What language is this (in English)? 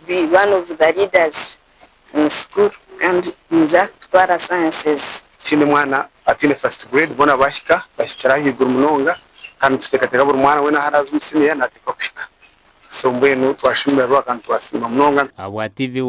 Nyankole